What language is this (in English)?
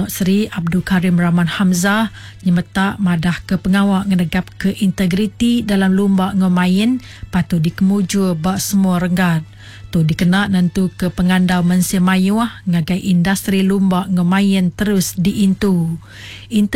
Iban